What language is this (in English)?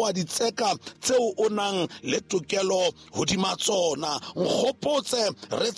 Southern Sotho